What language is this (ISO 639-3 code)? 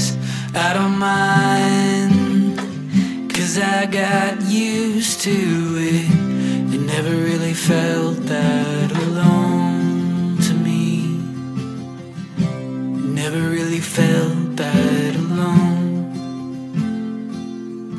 eng